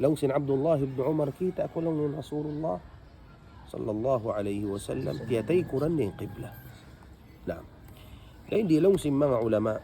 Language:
Tausug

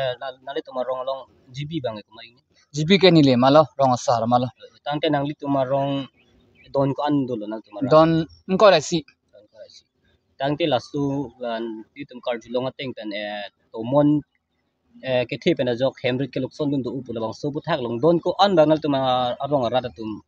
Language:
Karbi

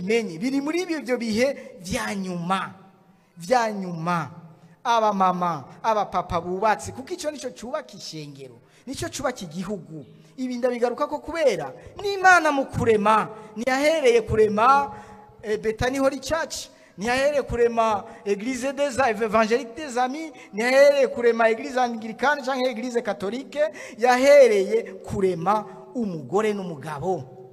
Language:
Rundi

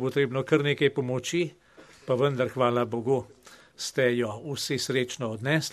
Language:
Slovenian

